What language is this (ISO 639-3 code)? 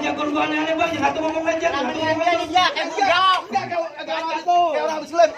bew